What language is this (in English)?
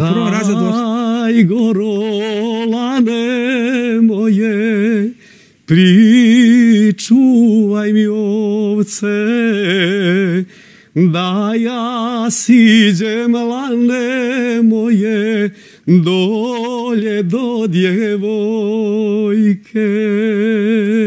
Serbian